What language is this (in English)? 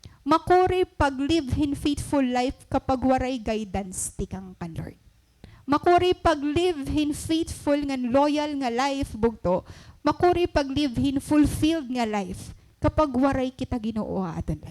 Waray